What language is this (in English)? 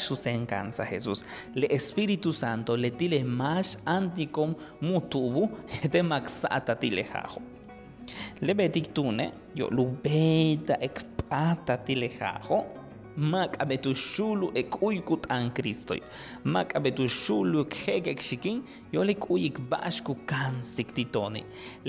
Yucateco